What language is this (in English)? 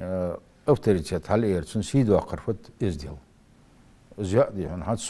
Ingush